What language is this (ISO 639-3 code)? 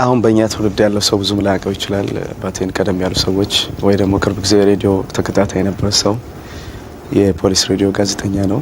amh